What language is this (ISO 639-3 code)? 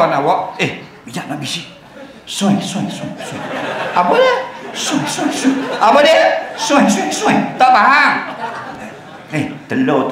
msa